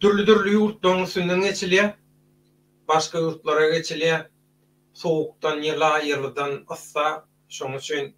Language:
Turkmen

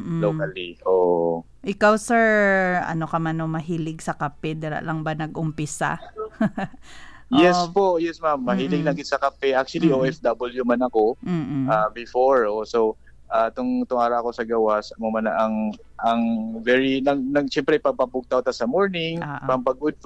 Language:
Hiligaynon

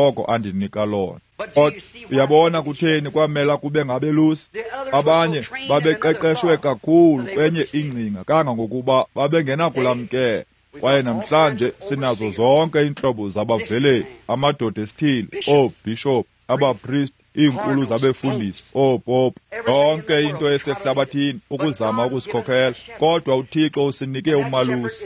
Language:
Xhosa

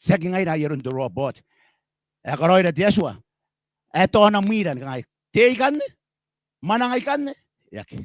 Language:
Gilbertese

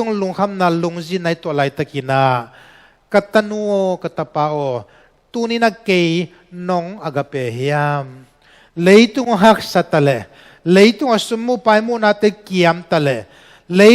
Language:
Tedim Chin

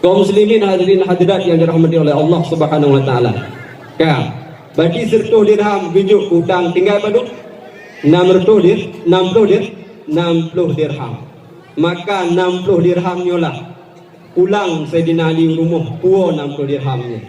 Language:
Achinese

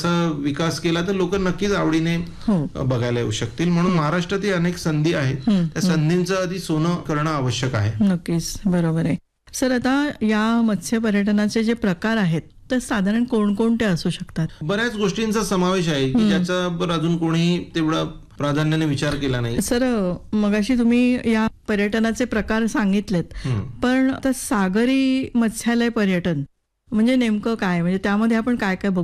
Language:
Marathi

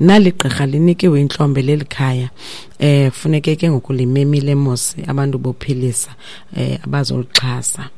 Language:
Xhosa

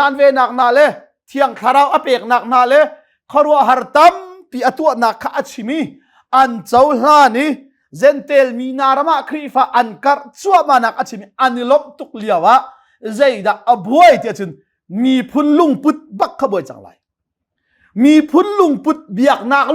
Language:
Hakha Chin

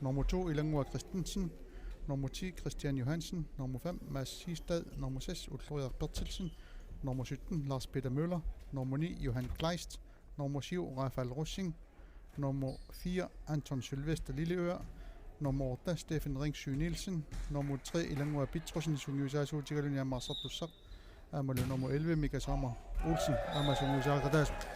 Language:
Kalaallisut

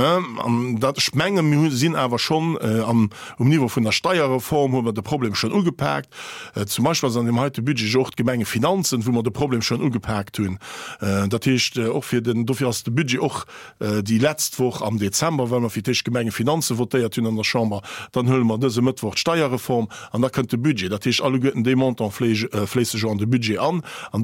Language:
Luxembourgish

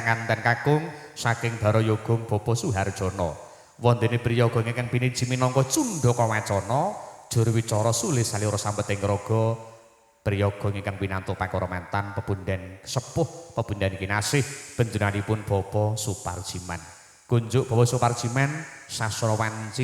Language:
Javanese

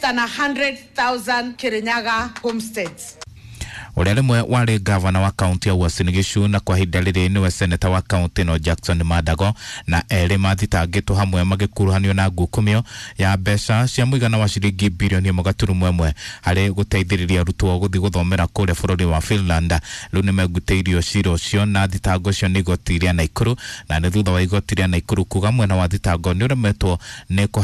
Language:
Kikuyu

